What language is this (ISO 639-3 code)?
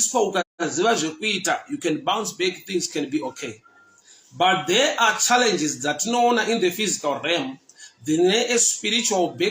sna